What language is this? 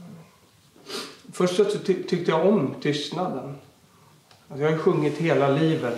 Swedish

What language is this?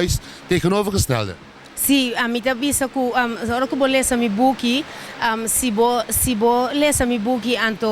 Papiamento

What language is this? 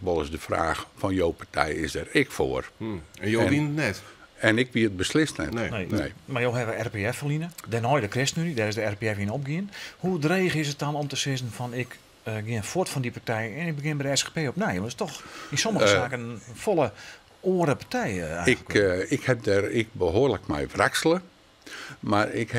Western Frisian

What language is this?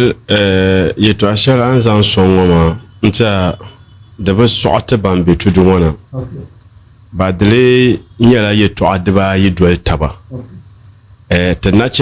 Dagbani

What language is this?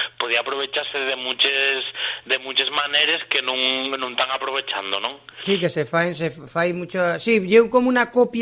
Asturian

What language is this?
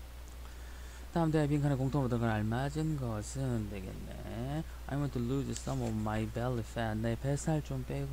Korean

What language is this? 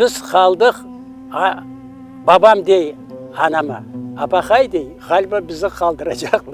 Crimean Tatar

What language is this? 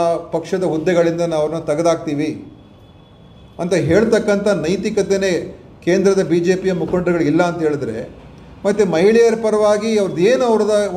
Kannada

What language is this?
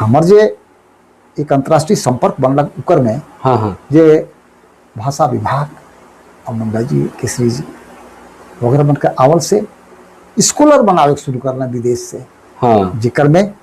Sadri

